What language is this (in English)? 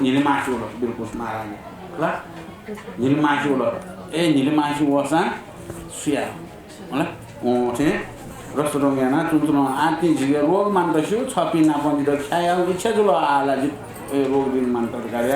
Newari